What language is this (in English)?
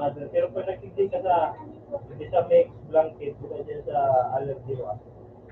Bikol